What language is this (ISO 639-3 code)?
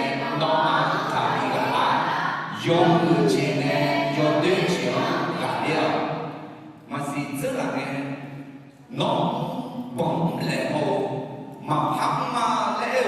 ahk